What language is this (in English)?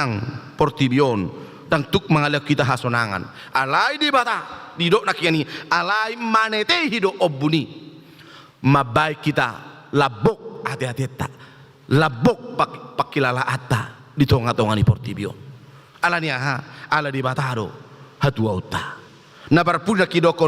Batak Toba